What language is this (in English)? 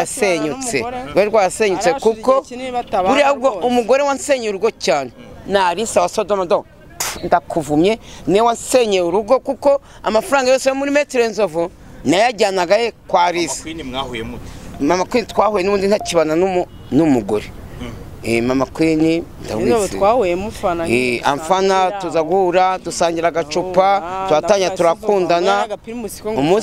Kinyarwanda